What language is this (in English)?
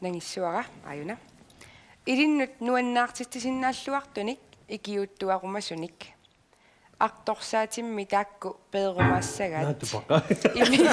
Kalaallisut